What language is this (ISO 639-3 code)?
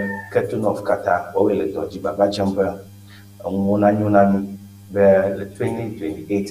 ewe